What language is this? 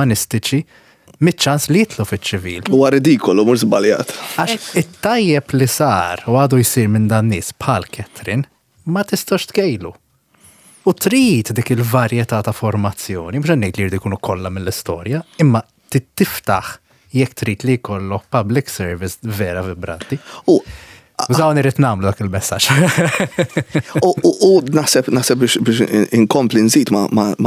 Maltese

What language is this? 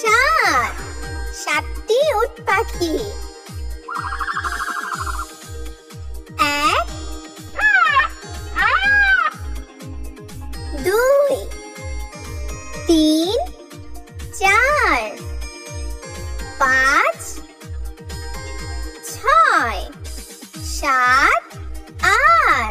Bangla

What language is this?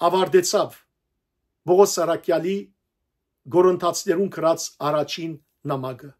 Western Armenian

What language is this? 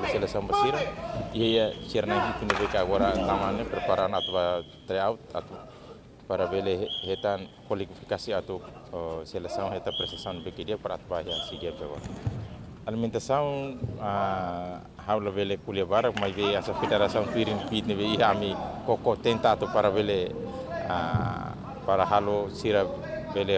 Tetum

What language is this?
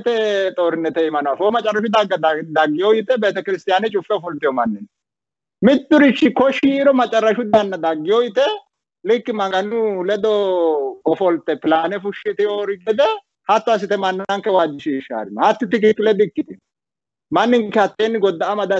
Sidamo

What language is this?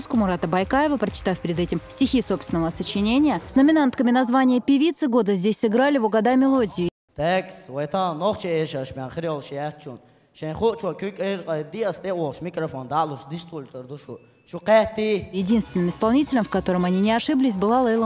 Chechen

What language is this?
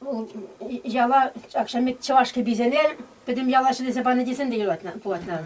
Chuvash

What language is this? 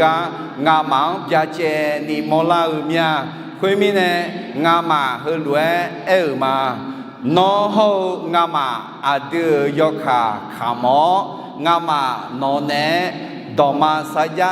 Akha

